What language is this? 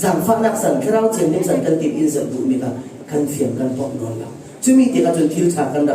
Falam Chin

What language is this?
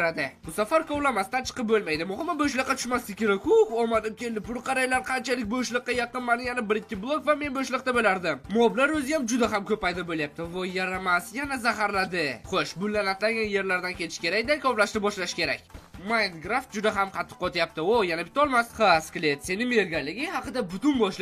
Uzbek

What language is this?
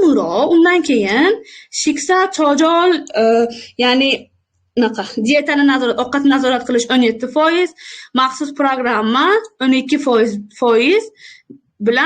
Uzbek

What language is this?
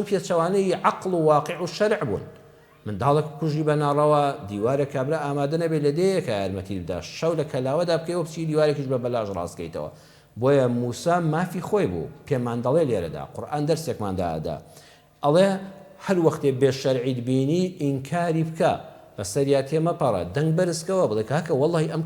Central Kurdish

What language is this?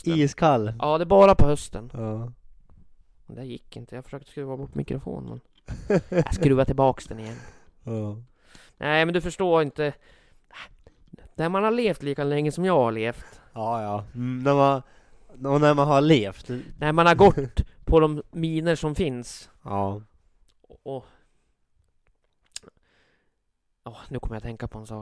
Swedish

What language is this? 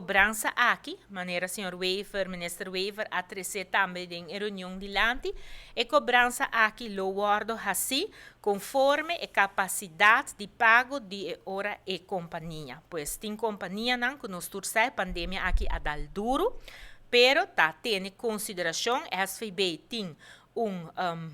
Papiamento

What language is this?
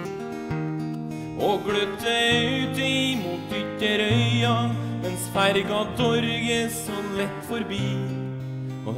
Norwegian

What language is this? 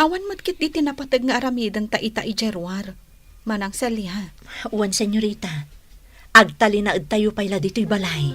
Iloko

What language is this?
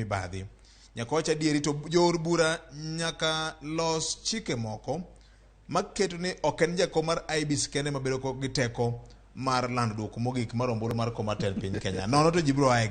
Luo (Kenya and Tanzania)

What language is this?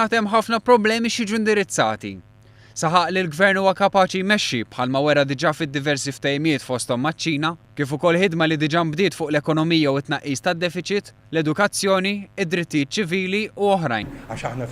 Maltese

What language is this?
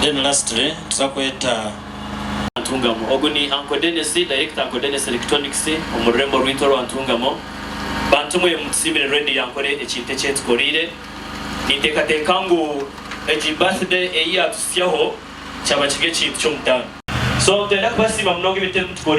Nyankole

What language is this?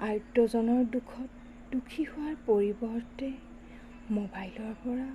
Assamese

